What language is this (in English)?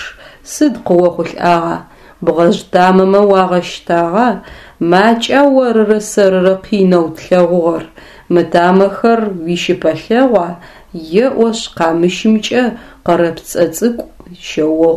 Adyghe